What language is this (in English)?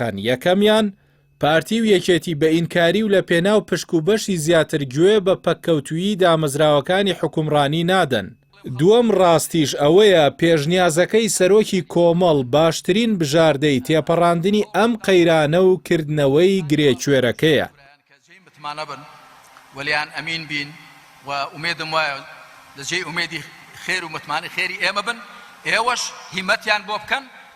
Central Kurdish